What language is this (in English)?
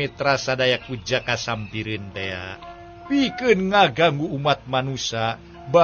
Sundanese